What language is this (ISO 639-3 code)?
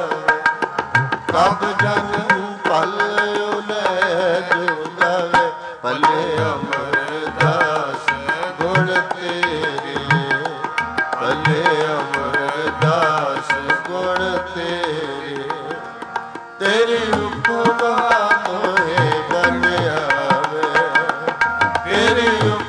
pan